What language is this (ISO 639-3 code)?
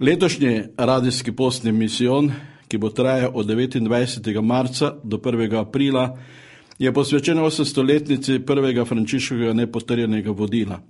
slv